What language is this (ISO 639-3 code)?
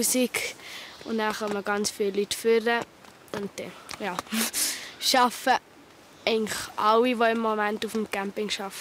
gsw